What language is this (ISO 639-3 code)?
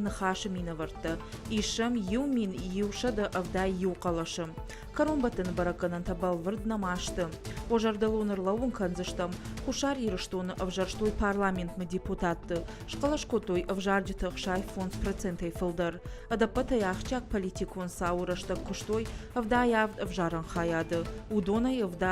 oss